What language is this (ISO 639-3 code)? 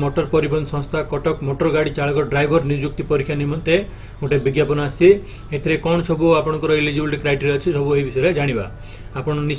ori